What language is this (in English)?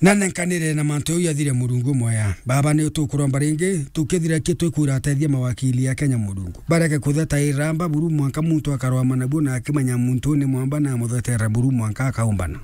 Meru